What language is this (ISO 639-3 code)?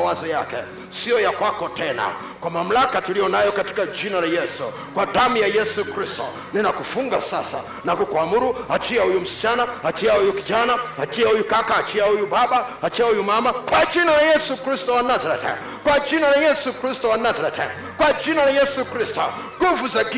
swa